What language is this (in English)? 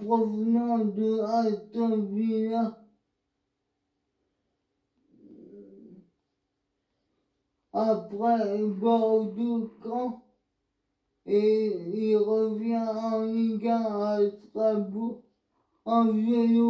French